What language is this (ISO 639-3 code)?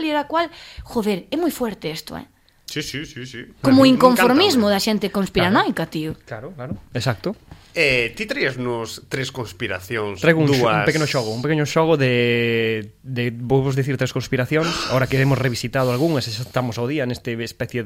glg